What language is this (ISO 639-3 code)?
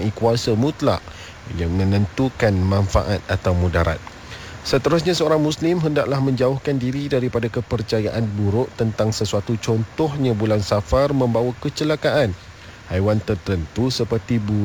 msa